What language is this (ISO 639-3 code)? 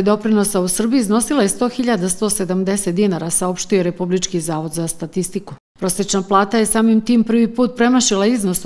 srp